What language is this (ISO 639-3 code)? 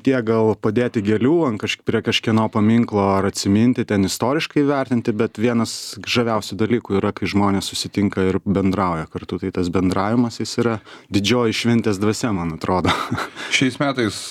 lit